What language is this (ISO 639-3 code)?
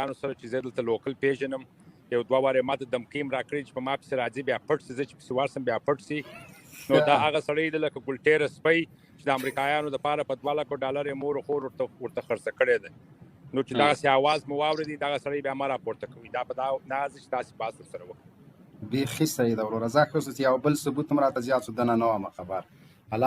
pus